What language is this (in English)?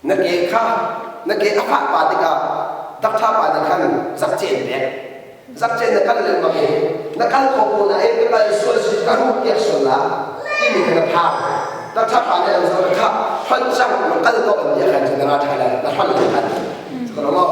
Hakha Chin